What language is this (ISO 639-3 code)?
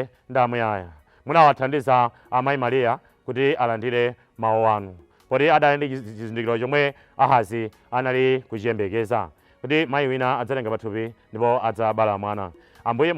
nya